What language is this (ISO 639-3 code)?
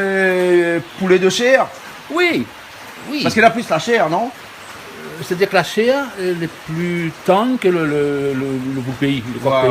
rcf